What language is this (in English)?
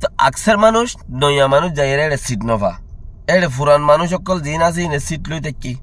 Rohingya